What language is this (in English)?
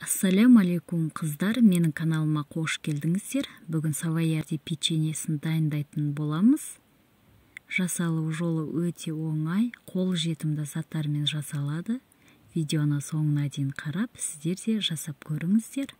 Kazakh